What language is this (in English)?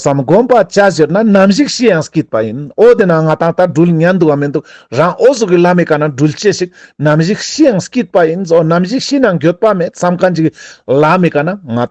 Ladakhi